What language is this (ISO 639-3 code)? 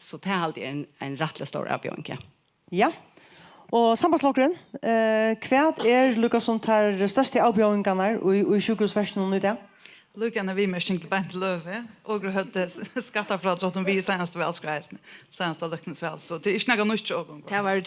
fao